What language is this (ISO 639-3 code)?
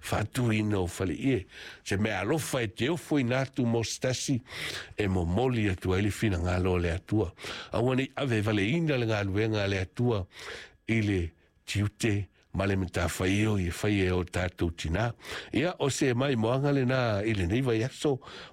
smo